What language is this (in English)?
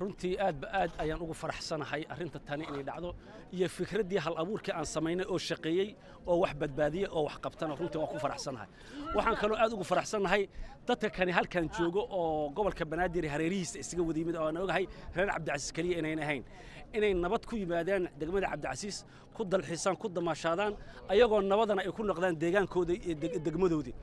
Somali